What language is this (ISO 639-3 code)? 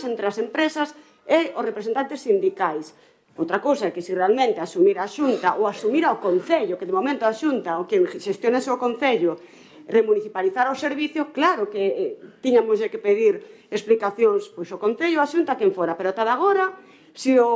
glg